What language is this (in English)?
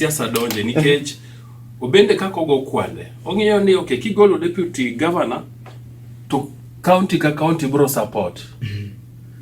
Luo (Kenya and Tanzania)